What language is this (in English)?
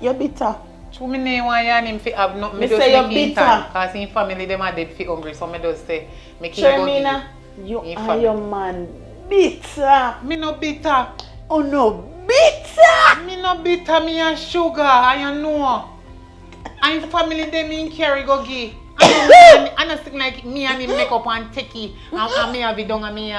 Jamaican Creole English